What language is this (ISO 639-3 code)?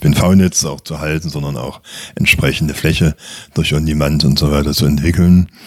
deu